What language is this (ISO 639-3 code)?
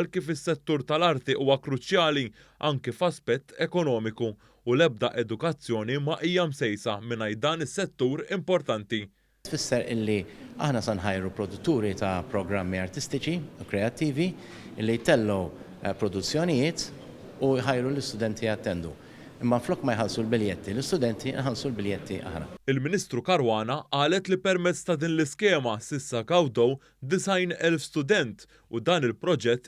mlt